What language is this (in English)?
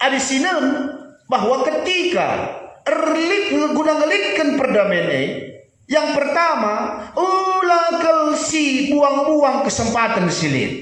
Batak Karo